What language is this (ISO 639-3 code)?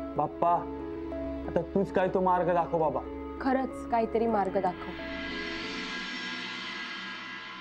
mar